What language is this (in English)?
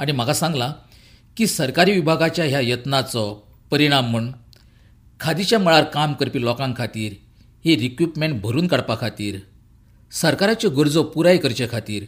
Konkani